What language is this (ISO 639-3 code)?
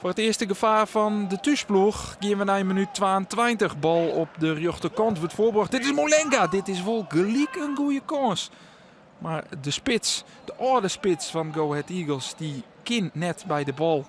fry